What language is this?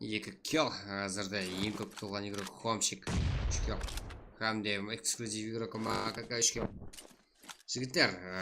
Kara-Kalpak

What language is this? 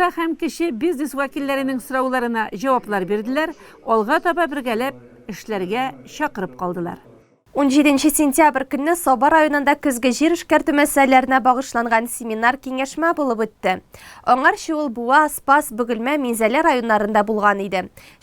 Tatar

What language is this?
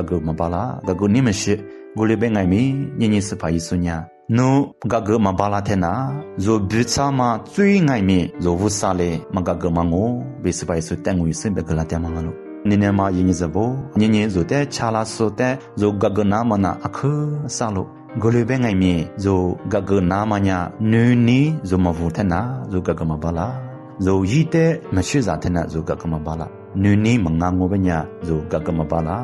Lisu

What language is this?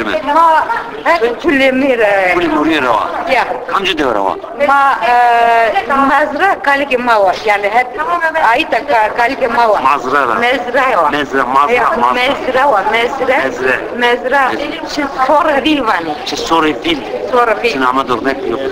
Zaza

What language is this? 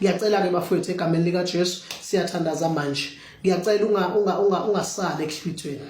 Zulu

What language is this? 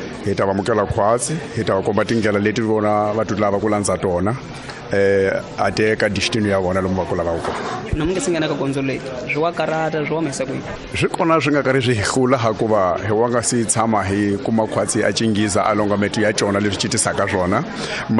Tsonga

